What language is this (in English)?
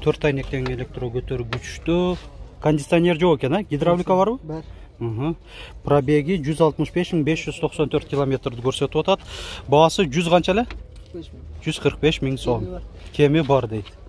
Kyrgyz